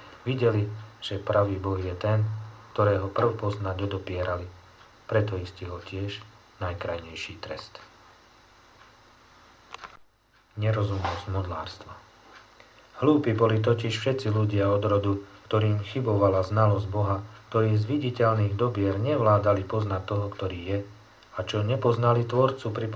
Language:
Slovak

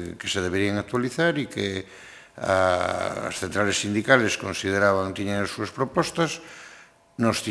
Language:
Galician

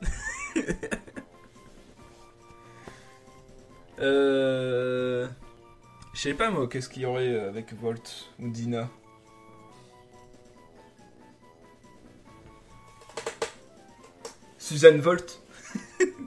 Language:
French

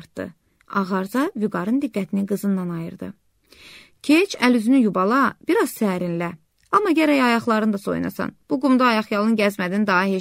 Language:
Azerbaijani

